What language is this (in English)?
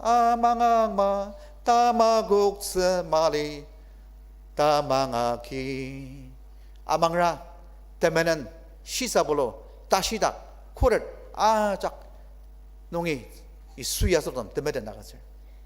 Ao Naga